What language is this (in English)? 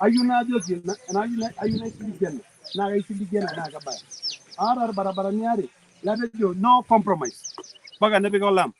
Masai